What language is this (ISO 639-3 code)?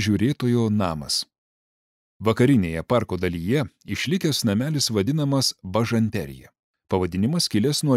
lit